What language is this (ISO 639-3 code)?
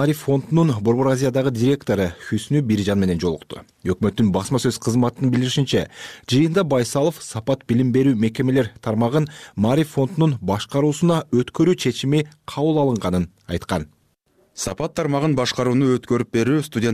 kir